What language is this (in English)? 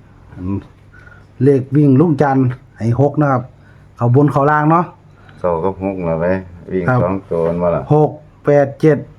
Northeastern Thai